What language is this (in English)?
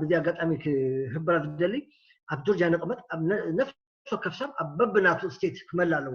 Tigrinya